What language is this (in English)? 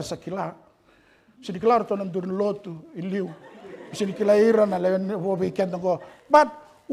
Fijian